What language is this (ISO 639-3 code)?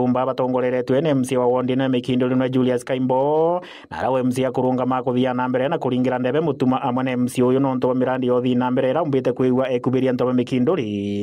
mer